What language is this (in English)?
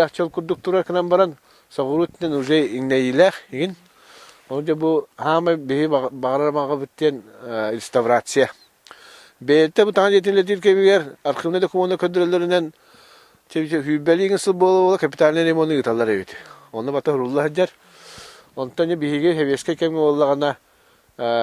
Yakut